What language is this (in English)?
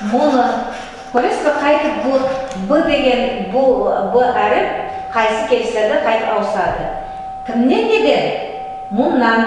Nogai